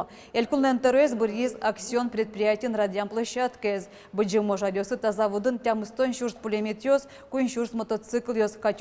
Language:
Udmurt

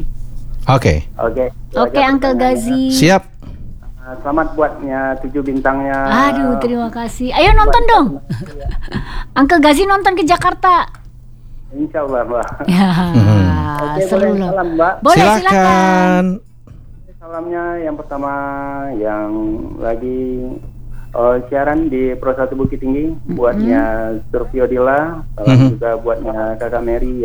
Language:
Indonesian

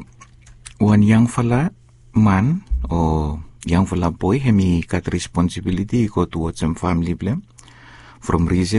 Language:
Bislama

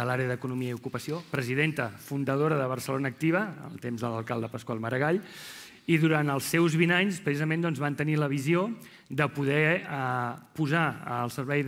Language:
Catalan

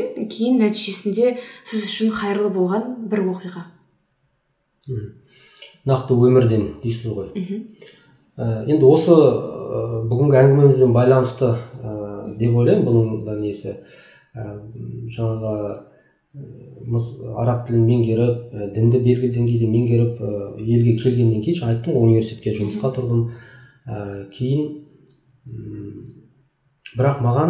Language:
Kazakh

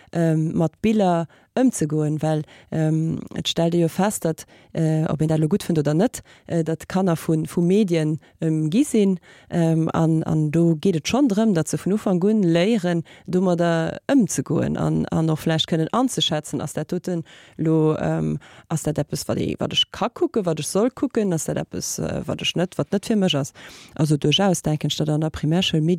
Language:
Luxembourgish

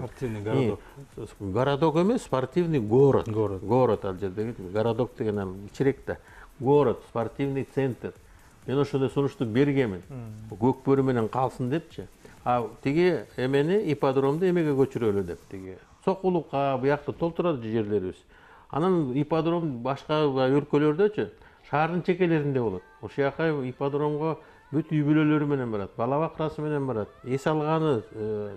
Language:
Kyrgyz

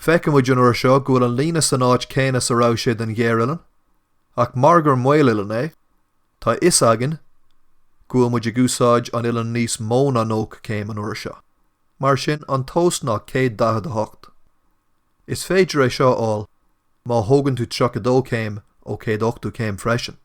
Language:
Irish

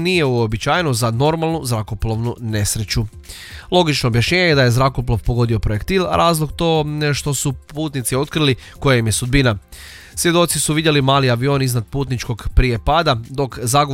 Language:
Croatian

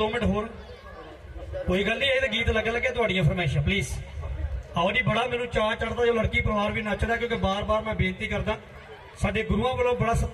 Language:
Punjabi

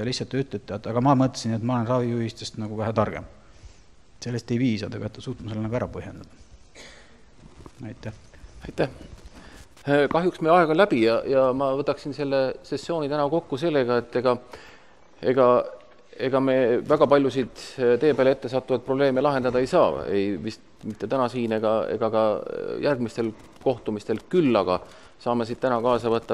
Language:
Estonian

